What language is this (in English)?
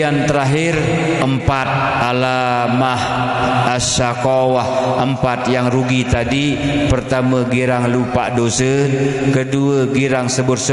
Sasak